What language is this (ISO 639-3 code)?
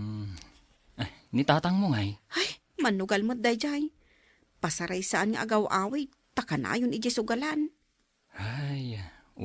ilo